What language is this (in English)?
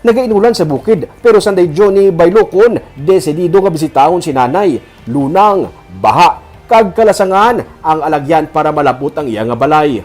Hiligaynon